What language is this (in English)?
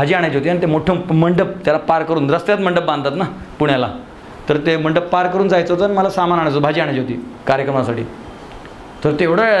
Marathi